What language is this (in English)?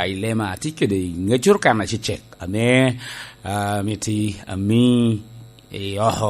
Lango (Uganda)